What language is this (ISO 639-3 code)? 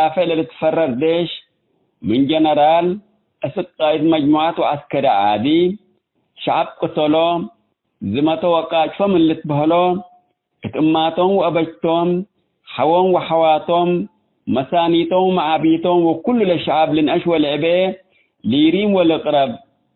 tig